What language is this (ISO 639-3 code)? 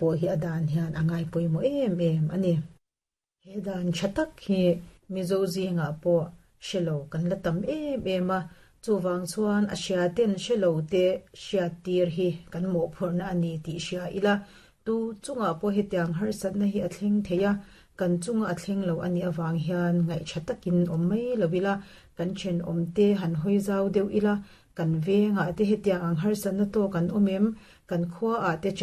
lus